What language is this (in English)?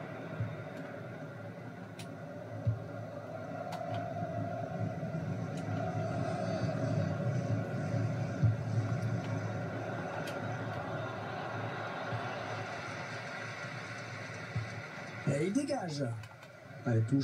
French